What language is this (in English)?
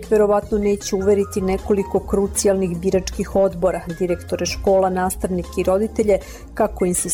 Serbian